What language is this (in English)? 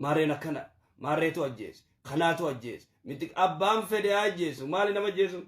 Oromo